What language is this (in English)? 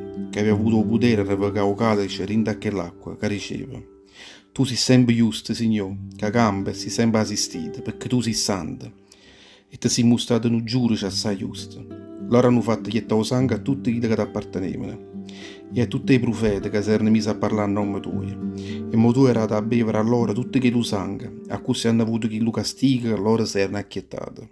Neapolitan